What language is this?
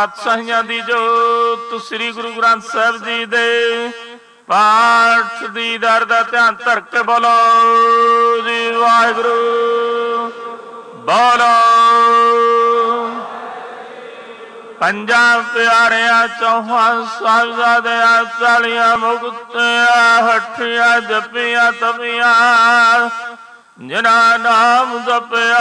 Punjabi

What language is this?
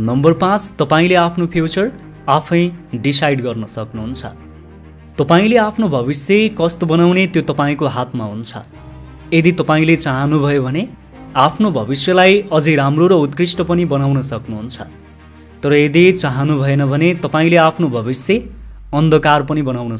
Nepali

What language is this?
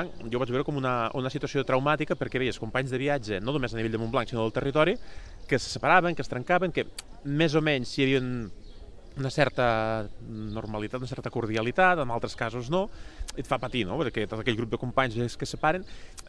Catalan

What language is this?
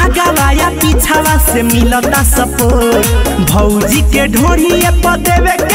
Bhojpuri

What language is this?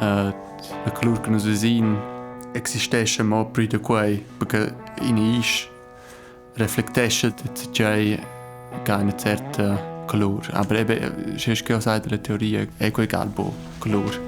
Romansh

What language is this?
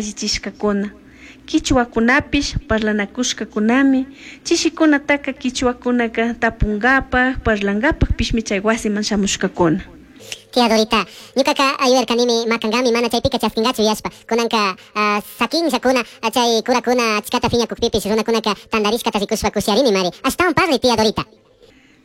Chimborazo Highland Quichua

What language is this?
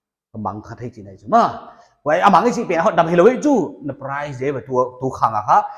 Paite Chin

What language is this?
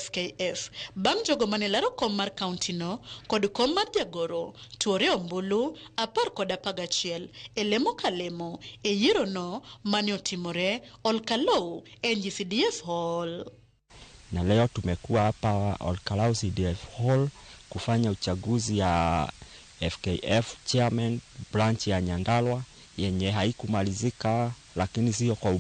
Luo (Kenya and Tanzania)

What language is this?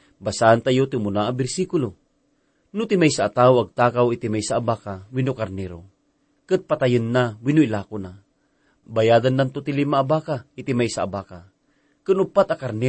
Iloko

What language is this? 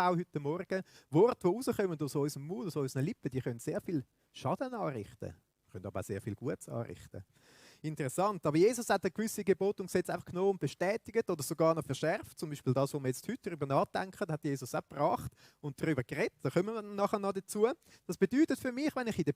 Swiss German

